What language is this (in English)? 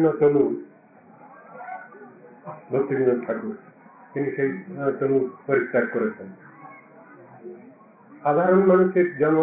Bangla